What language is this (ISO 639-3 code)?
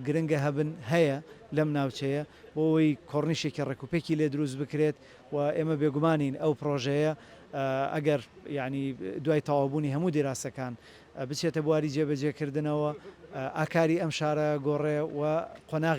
ckb